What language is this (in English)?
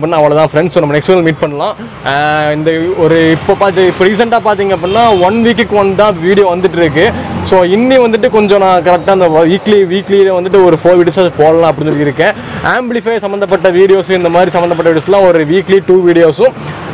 Tamil